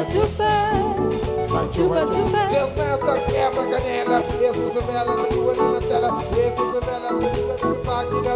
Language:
Kabuverdianu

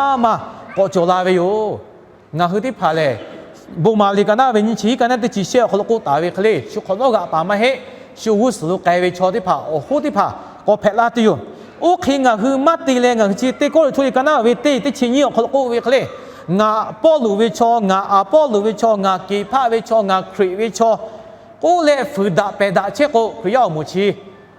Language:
Lahu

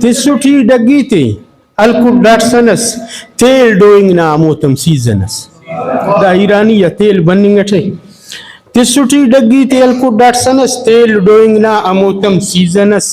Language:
Brahui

